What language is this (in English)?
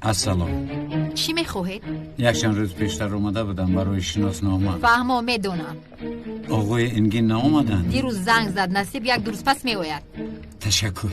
Tajik